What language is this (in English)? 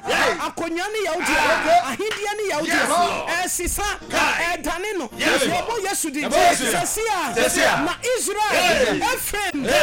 Akan